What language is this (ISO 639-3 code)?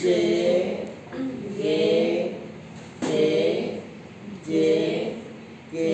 grn